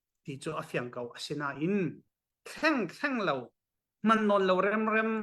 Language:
Falam Chin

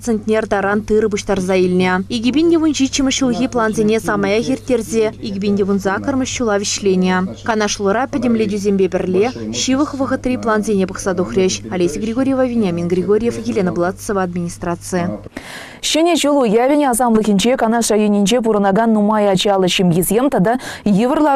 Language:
Chuvash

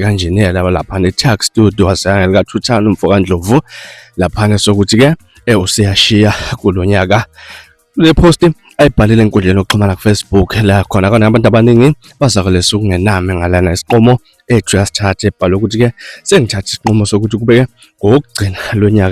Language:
Zulu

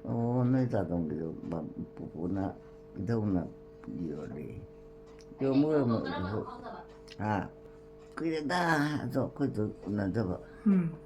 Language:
Manipuri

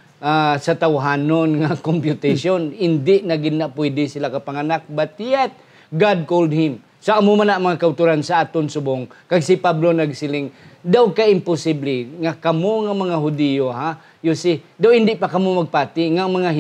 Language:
Hiligaynon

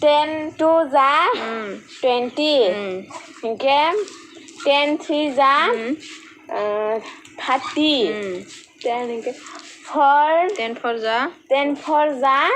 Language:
Kok Borok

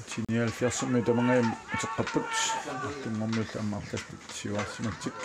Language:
Kalaallisut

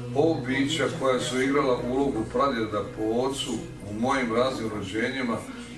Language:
Croatian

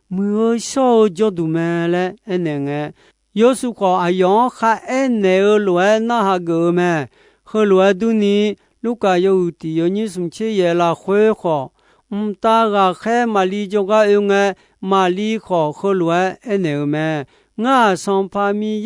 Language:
Akha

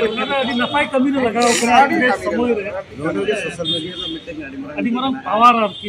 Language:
Santali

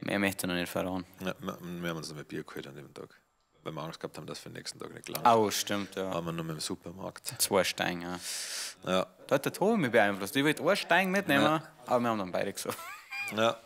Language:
Bavarian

